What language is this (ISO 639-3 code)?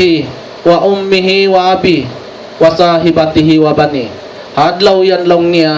tsg